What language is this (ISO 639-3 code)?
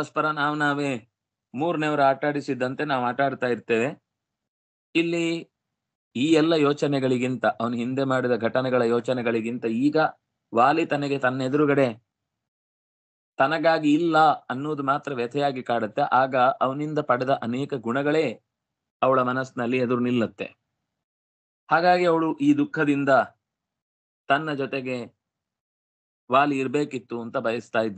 kan